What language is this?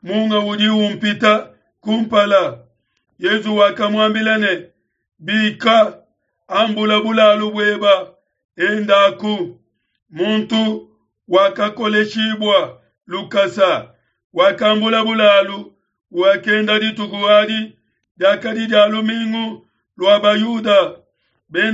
Luba-Lulua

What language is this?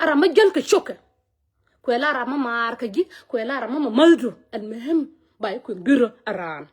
Nuer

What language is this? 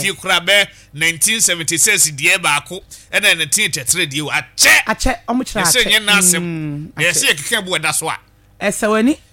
Akan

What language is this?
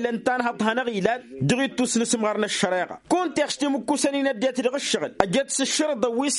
Tamasheq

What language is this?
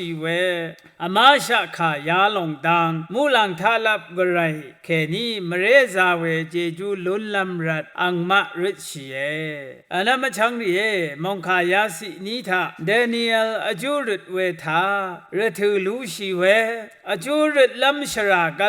Rawang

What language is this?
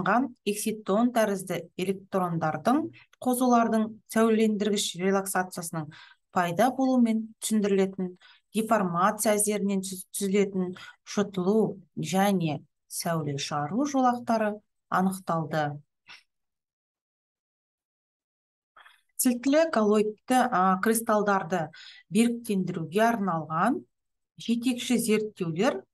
Kazakh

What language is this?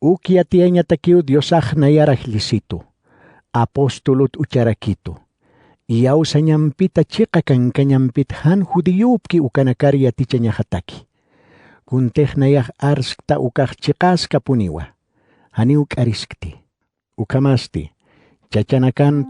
Aymara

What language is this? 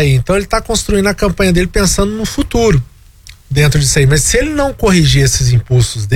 Portuguese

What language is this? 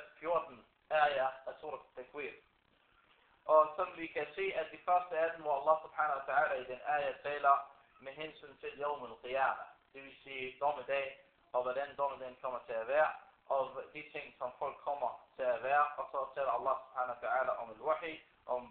Danish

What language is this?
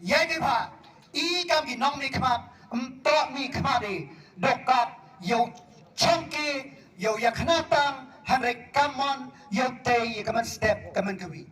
Khasi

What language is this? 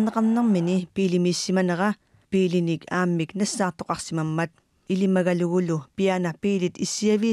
Kalaallisut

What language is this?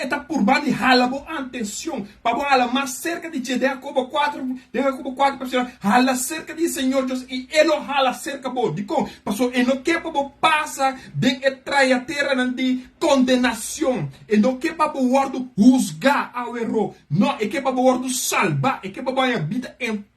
Papiamento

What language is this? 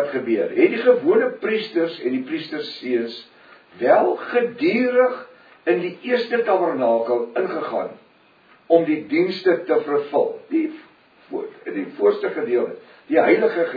Afrikaans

